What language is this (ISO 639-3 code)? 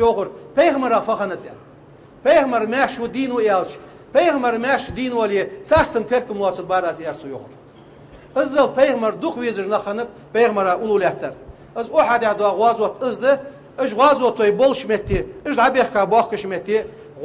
inh